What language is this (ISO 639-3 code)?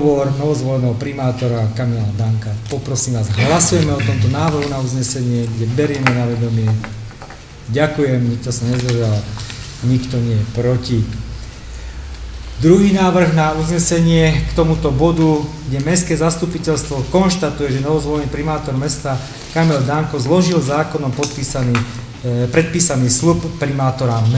slk